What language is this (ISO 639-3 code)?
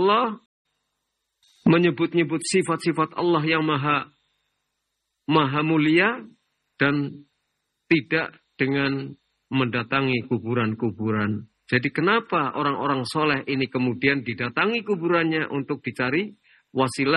ind